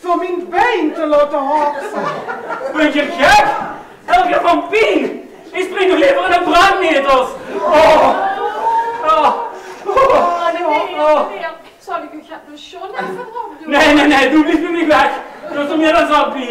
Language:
Limburgish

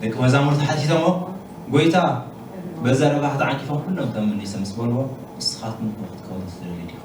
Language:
Tigrinya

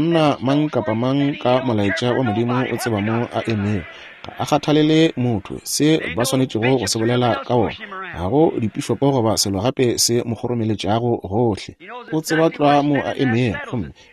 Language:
Northern Sotho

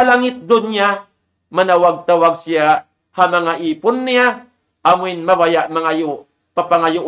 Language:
Tausug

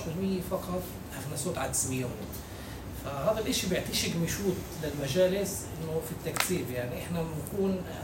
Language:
North Levantine Arabic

